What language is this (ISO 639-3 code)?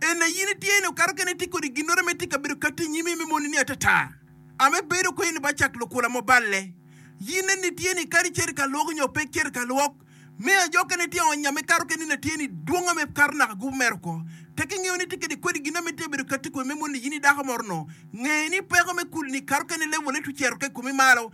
ach